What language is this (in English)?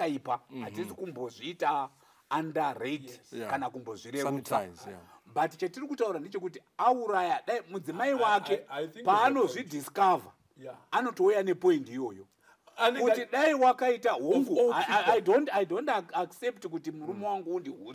Shona